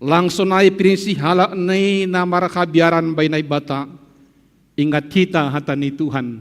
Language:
Batak Simalungun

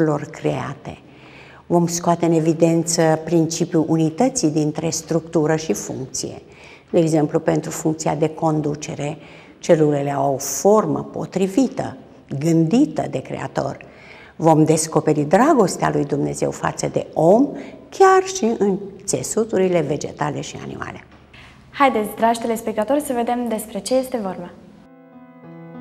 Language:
Romanian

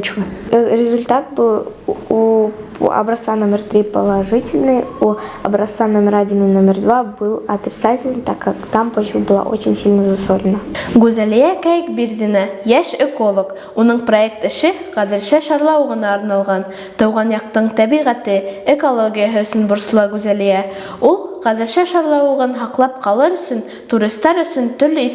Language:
Bashkir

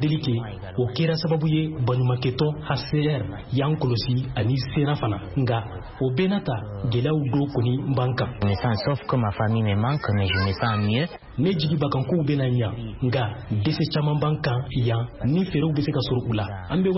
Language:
Bambara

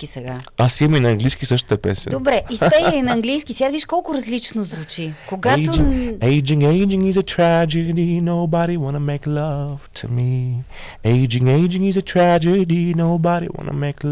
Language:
Bulgarian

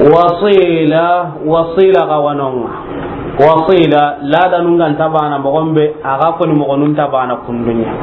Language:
Soninke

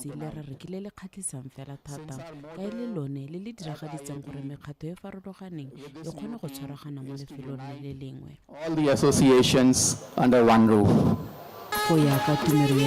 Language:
Tswana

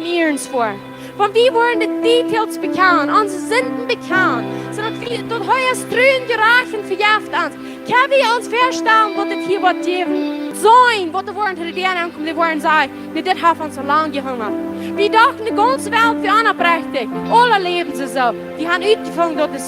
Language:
Plautdietsch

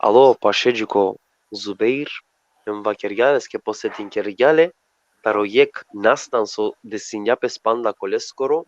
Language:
Balkan Romani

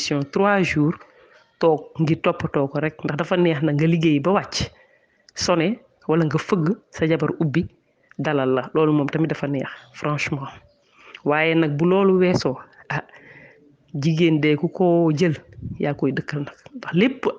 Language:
Wolof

